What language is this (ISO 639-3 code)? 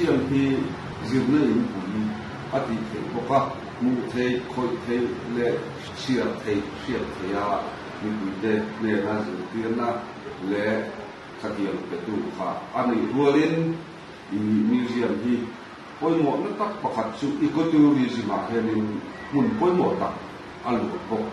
lus